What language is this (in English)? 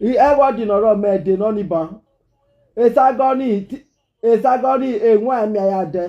Nigerian Pidgin